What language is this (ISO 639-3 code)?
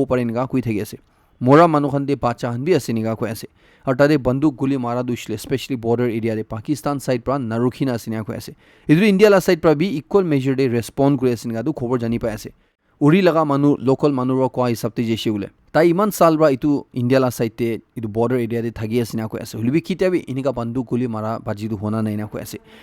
nag